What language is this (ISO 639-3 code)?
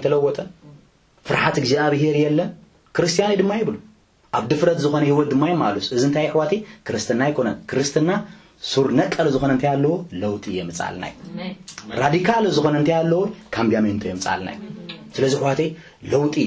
tir